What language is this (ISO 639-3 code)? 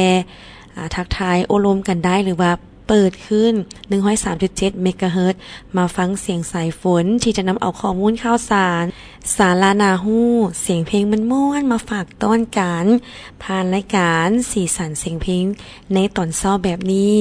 lao